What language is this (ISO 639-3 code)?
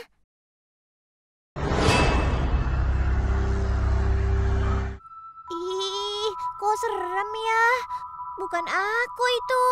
ind